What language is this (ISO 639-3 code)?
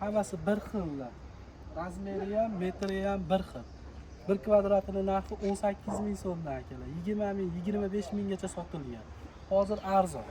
uzb